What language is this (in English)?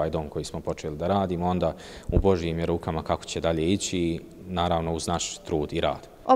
Bosnian